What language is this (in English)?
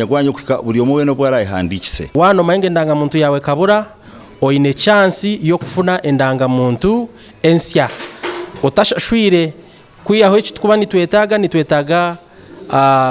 Nyankole